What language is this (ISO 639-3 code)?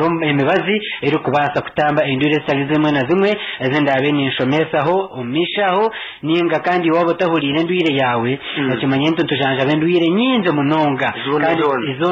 nyn